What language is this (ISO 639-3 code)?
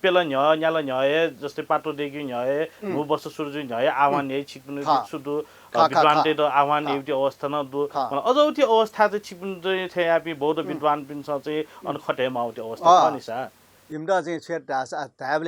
new